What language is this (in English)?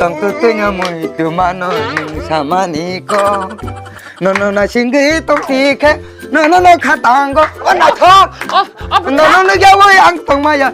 Kok Borok